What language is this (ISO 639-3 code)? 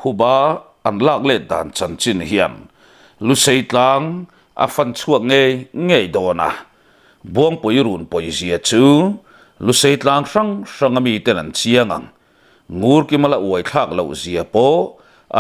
lus